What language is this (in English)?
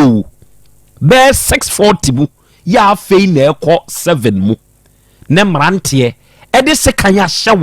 Akan